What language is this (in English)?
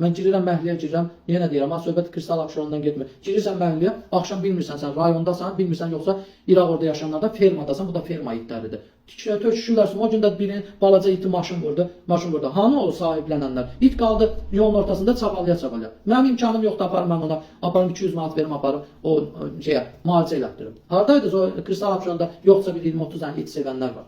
Azerbaijani